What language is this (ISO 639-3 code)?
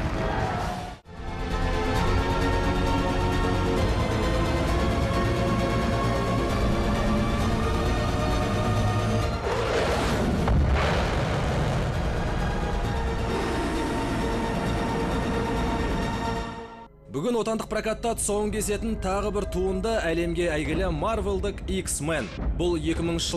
kaz